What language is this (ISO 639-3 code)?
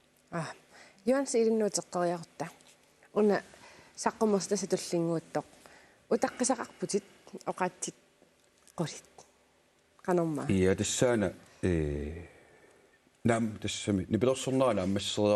kal